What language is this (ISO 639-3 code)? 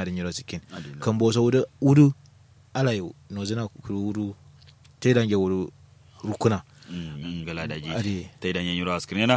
kau